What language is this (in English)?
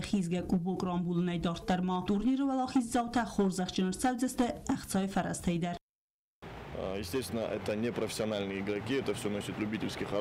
Ossetic